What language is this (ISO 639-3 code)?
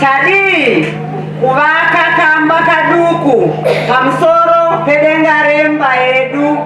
sna